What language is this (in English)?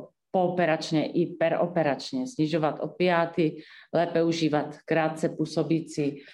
Czech